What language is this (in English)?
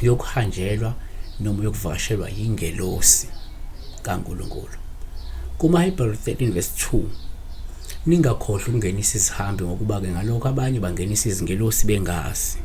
Zulu